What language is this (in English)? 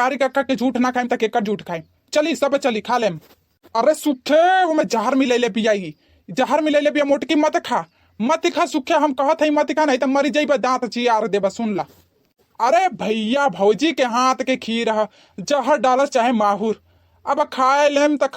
Bhojpuri